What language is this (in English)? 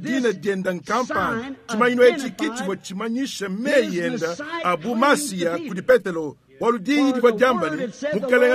Luba-Lulua